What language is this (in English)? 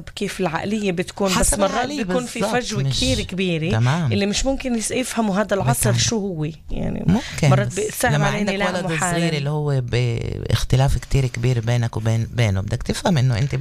North Levantine Arabic